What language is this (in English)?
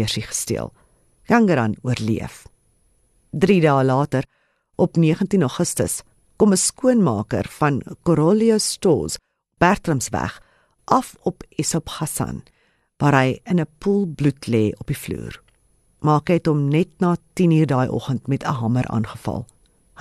Afrikaans